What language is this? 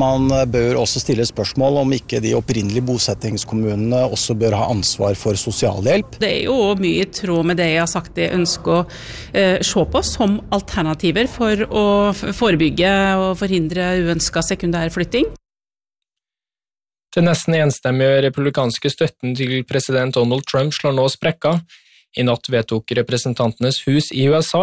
Norwegian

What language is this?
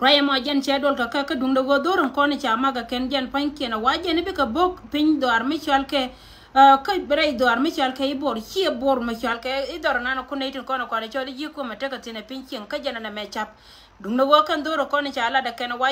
Nuer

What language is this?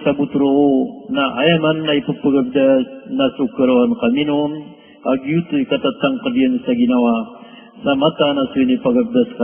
Maranao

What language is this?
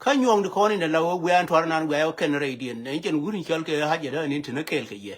Nuer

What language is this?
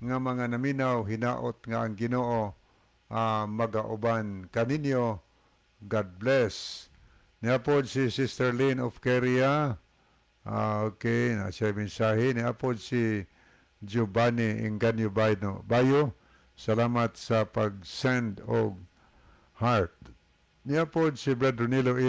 Cebuano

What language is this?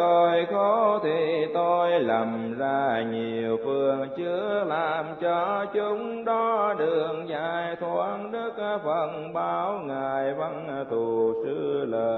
Vietnamese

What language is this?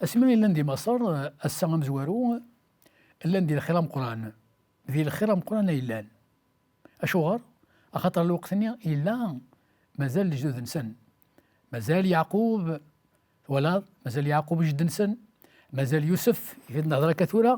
Kabyle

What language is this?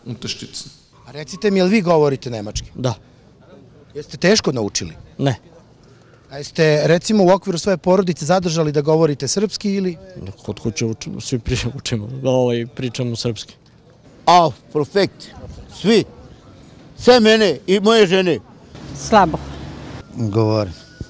Serbian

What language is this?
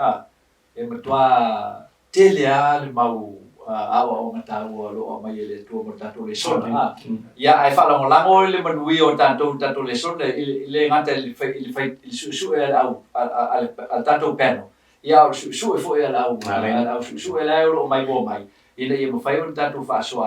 Samoan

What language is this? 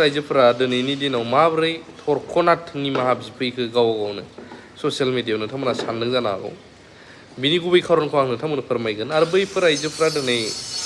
Bodo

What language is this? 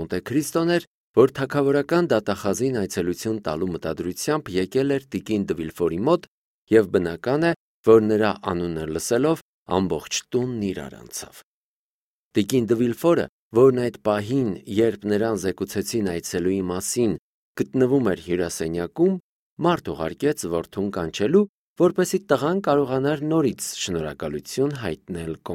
Armenian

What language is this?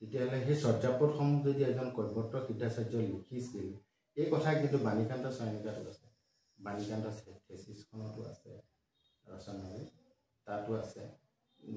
Assamese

